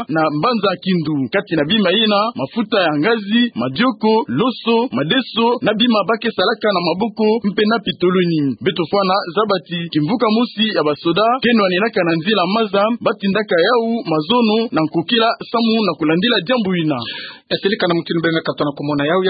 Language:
Kituba (Democratic Republic of Congo)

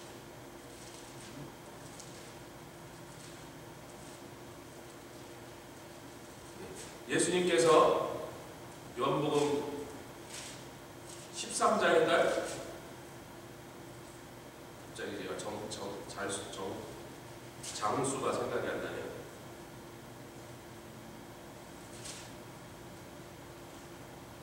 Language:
Korean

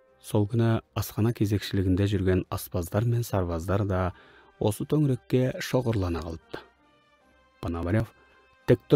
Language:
Kazakh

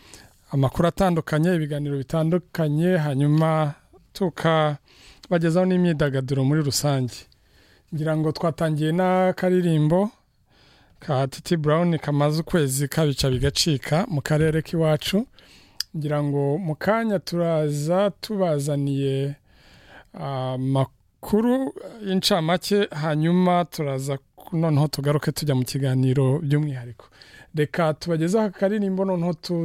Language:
Kinyarwanda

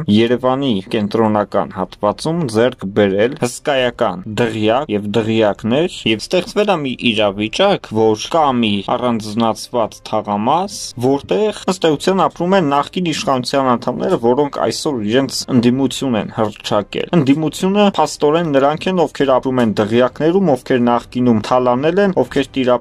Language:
Armenian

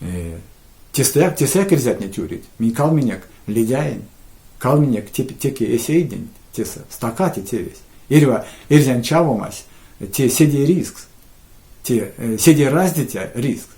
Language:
Erzya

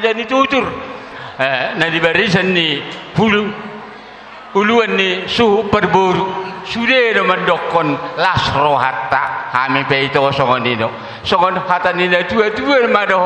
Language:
Batak Toba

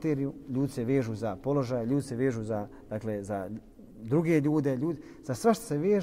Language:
Bosnian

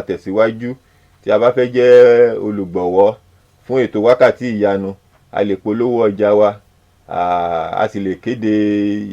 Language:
Yoruba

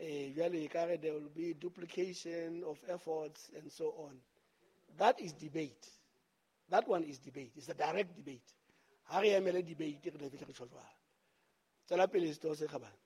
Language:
Southern Sotho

